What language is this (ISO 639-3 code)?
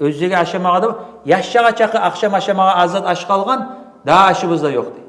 kum